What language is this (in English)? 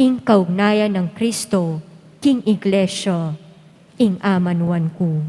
Pampanga